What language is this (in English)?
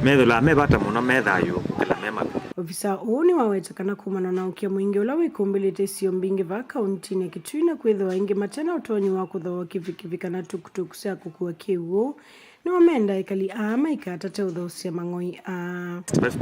Kamba